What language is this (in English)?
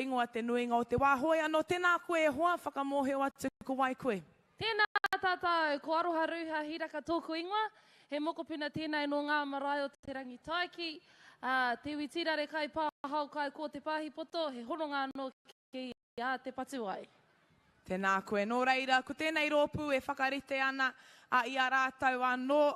Māori